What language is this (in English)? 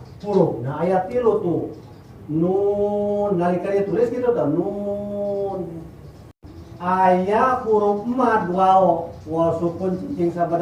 Sundanese